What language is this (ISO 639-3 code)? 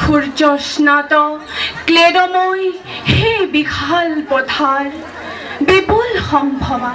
asm